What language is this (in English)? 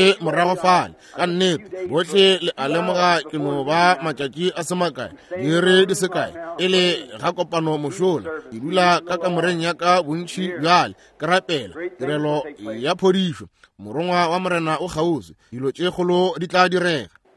Northern Sotho